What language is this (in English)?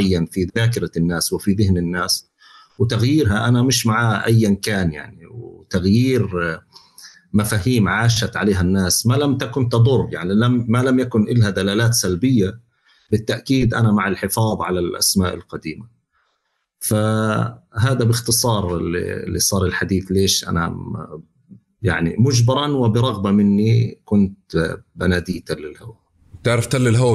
North Levantine Arabic